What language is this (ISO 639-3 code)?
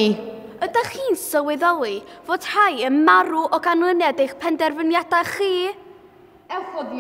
cym